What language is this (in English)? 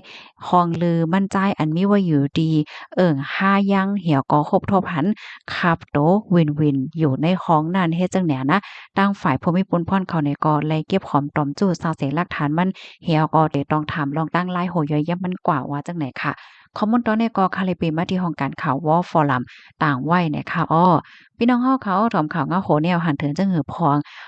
Shan